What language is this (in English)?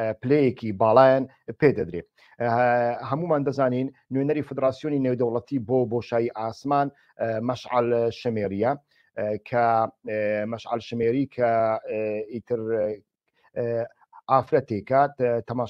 Central Kurdish